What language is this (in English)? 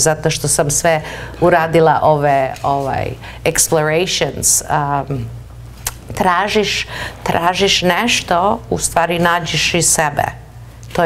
Serbian